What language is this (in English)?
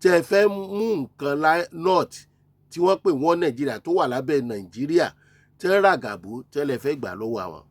Yoruba